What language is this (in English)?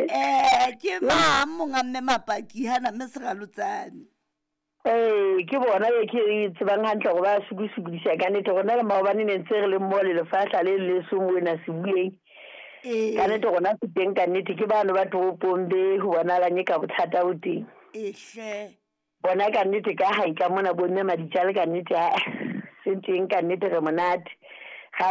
Southern Sotho